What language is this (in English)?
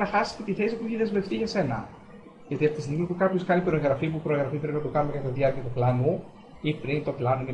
Greek